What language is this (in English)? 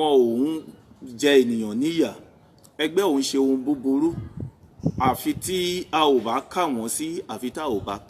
Yoruba